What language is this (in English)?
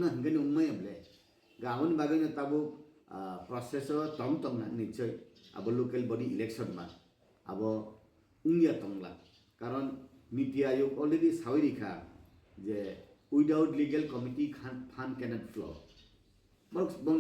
Kok Borok